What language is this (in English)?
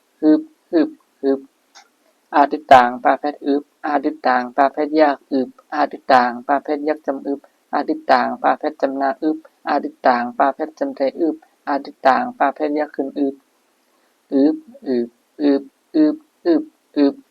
Shan